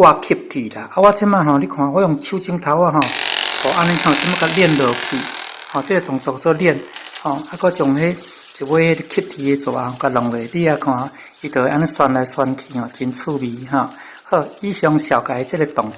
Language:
Min Nan Chinese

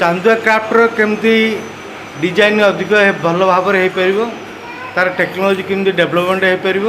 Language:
Odia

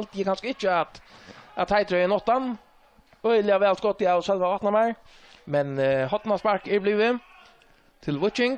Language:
Faroese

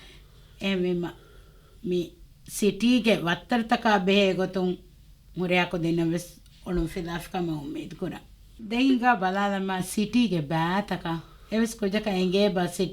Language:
Divehi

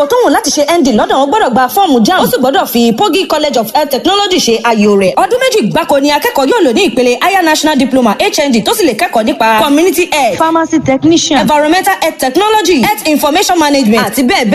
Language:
Yoruba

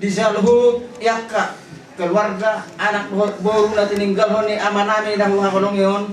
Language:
Batak Toba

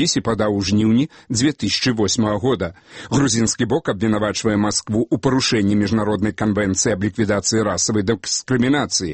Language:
Belarusian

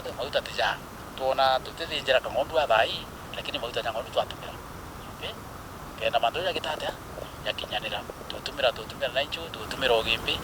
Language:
Meru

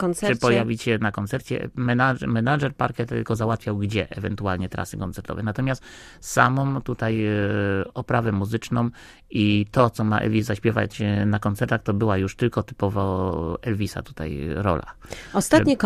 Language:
Polish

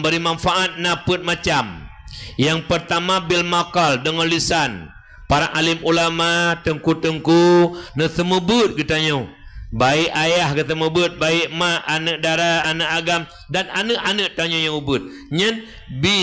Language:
Achinese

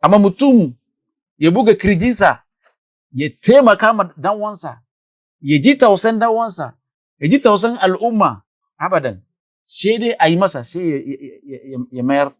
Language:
Hausa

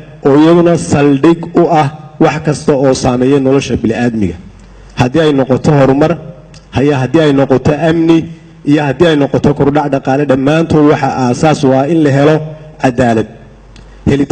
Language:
Somali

